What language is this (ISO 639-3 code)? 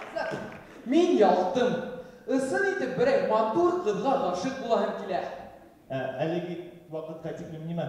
bak